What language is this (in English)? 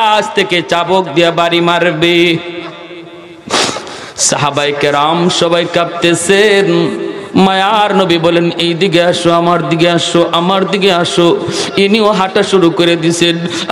Bangla